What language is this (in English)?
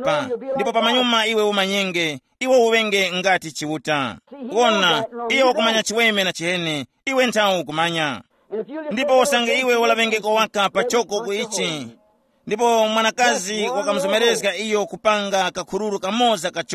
Tumbuka